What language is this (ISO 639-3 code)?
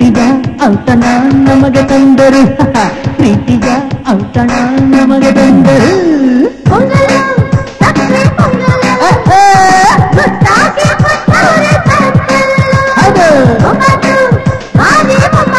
kan